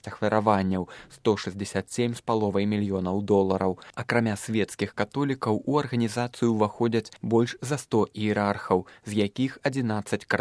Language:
Belarusian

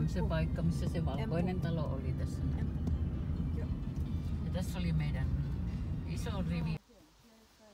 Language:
Finnish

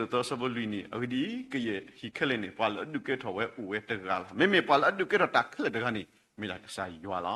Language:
S'gaw Karen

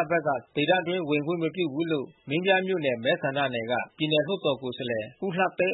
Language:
Burmese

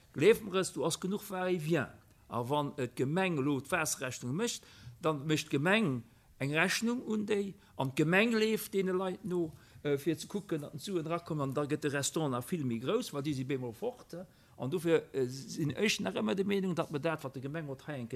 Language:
Luxembourgish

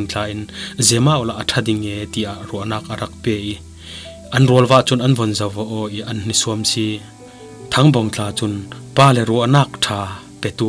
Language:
Falam Chin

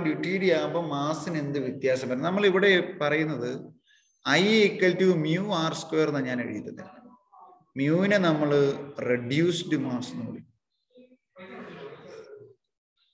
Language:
Malayalam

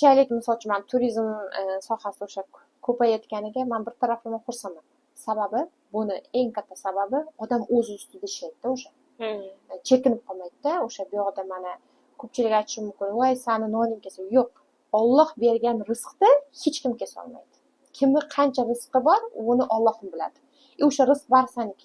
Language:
Uzbek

